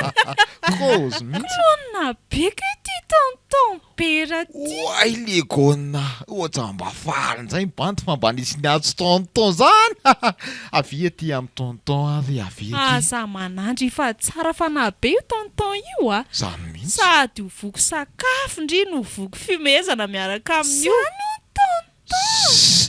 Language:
Malagasy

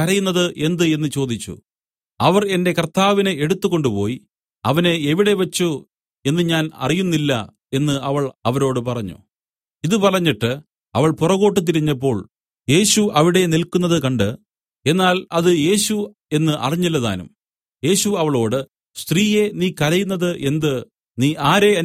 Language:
Malayalam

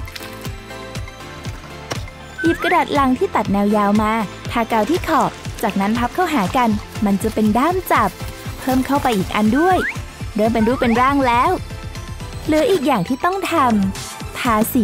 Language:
Thai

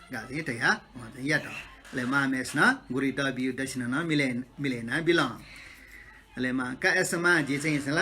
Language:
Newari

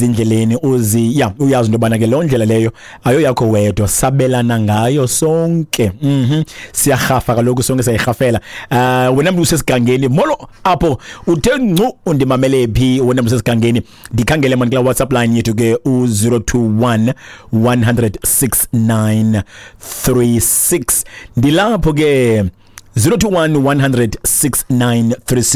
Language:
Xhosa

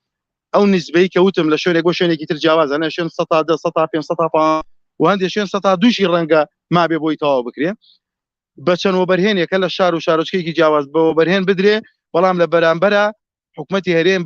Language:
Central Kurdish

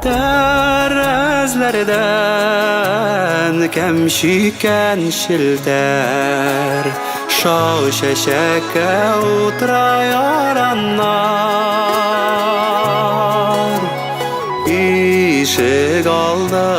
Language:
Bashkir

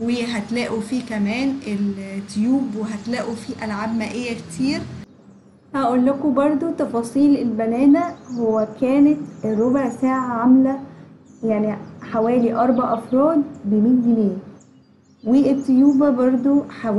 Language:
Egyptian Arabic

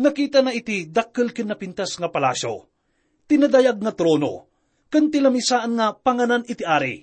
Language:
Iloko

